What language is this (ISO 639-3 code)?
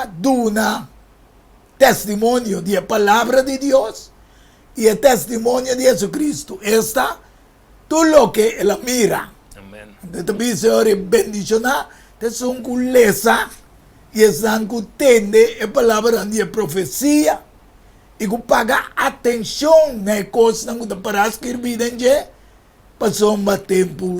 pap